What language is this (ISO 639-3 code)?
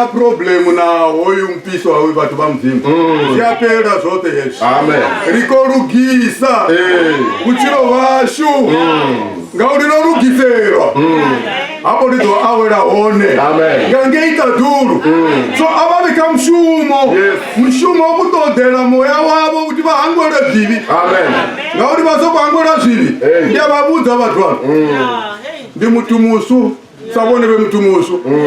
ven